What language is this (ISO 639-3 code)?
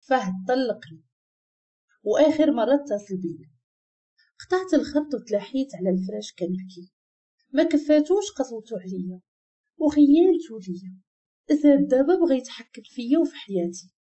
ary